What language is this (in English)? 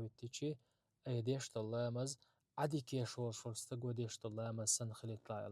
Chechen